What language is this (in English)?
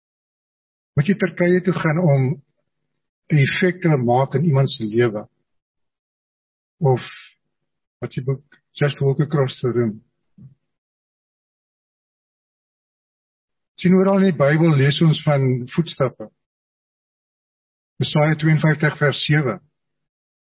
Afrikaans